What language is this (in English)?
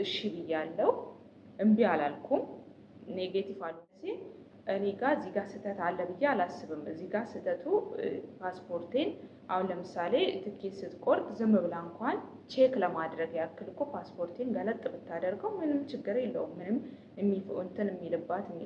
Amharic